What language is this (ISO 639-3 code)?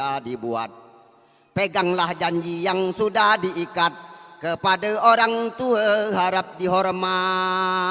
min